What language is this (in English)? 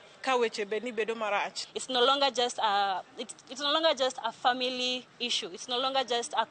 Luo (Kenya and Tanzania)